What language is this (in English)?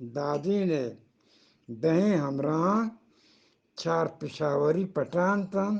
Eastern Balochi